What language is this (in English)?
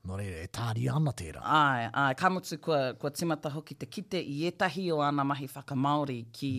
Māori